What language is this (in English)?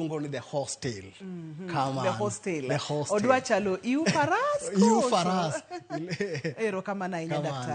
Luo (Kenya and Tanzania)